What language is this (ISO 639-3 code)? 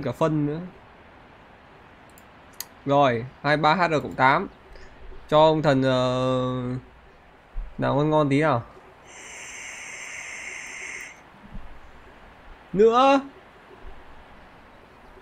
vie